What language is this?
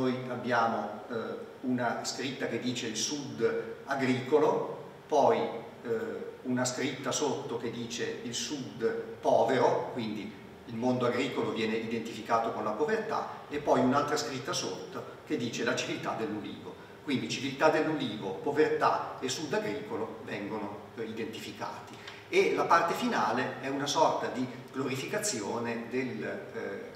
Italian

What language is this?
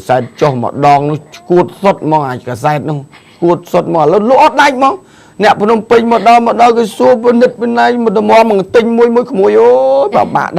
Khmer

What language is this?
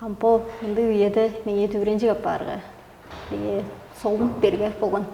Tuvinian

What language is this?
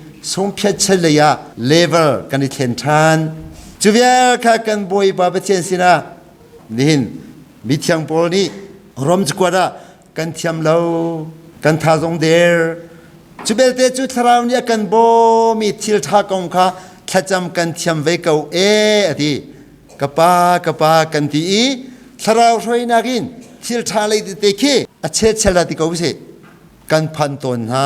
Hakha Chin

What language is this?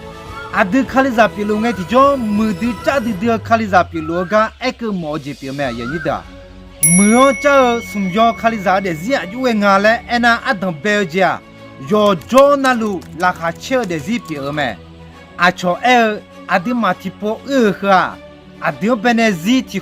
Akha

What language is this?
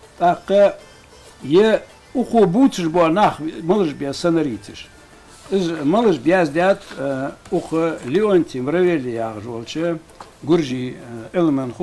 Ingush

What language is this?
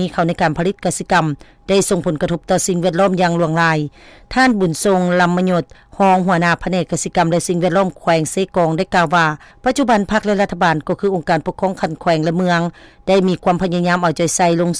Lao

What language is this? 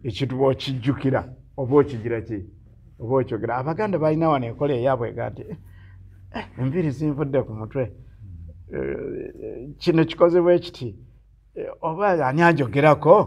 Ganda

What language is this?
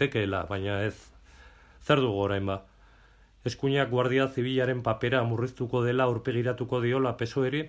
Basque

